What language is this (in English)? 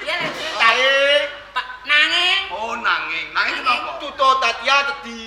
Javanese